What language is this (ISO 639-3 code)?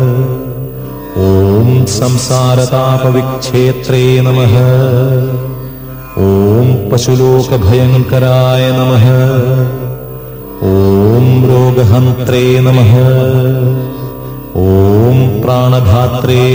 san